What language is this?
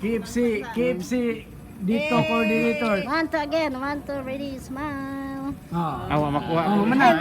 Cebuano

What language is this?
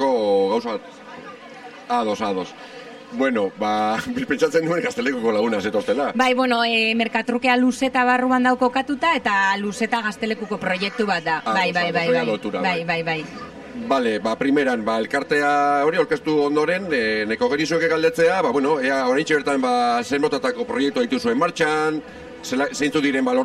Basque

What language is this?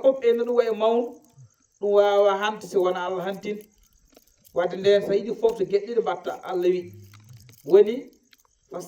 Fula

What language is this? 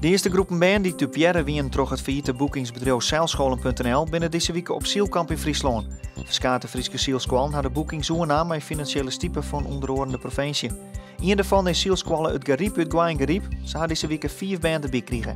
Western Frisian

